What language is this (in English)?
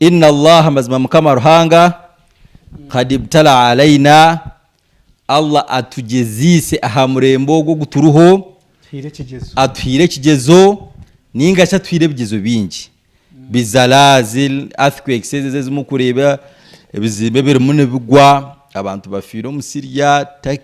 Nyankole